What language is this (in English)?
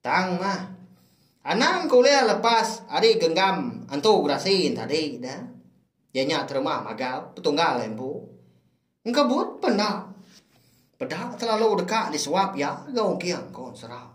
Iban